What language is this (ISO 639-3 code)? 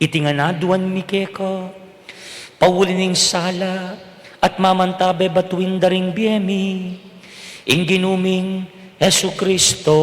pam